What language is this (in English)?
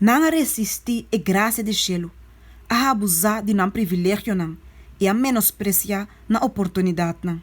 Papiamento